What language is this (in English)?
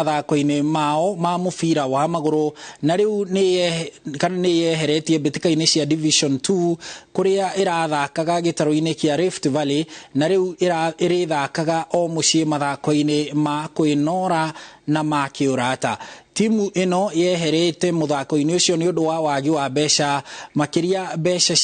Kikuyu